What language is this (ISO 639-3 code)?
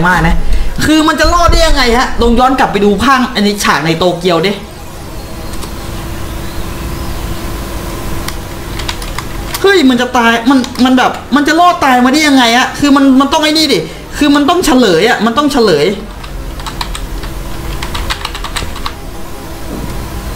tha